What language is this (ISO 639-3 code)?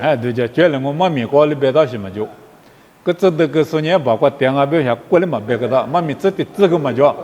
lis